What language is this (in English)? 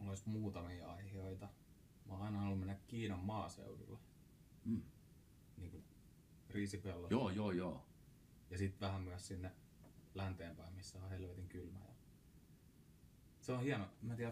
Finnish